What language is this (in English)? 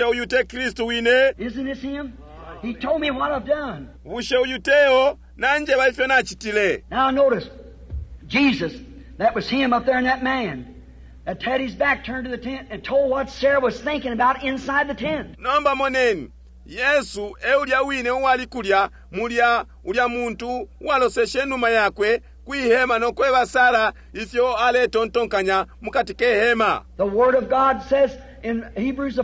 Bemba